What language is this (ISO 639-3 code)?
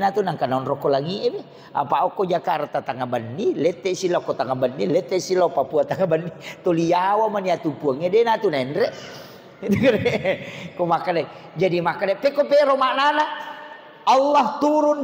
bug